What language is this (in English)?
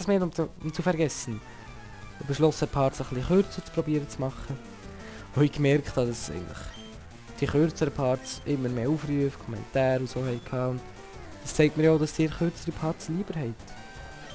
Swiss German